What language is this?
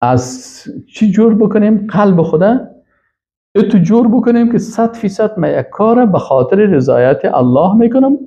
Persian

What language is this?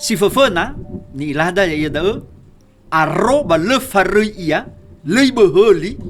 Nias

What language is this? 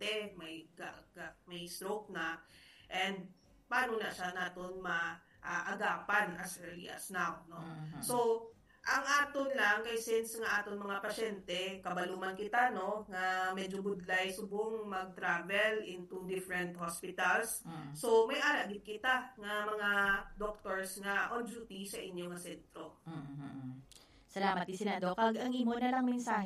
Hiligaynon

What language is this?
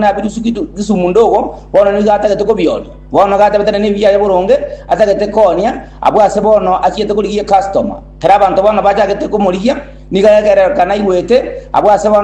Gusii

